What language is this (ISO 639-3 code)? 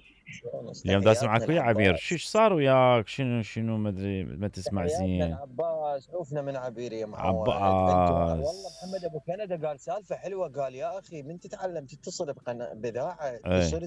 acm